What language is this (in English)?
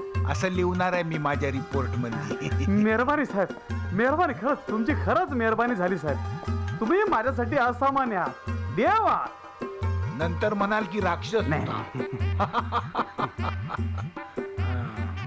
Marathi